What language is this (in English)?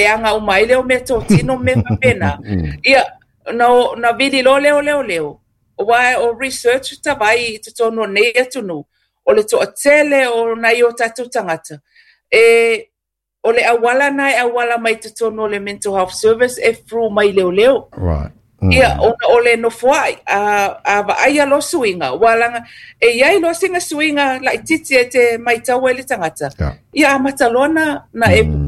Samoan